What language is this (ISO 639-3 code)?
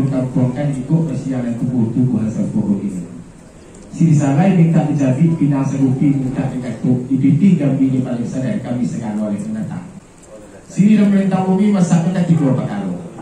min